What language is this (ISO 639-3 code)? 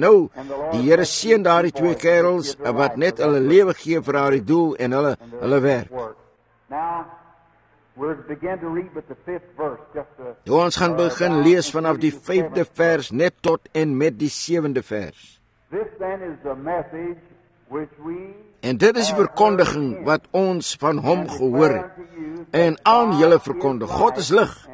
afr